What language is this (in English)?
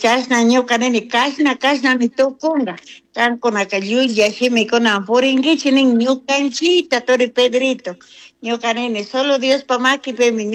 Chimborazo Highland Quichua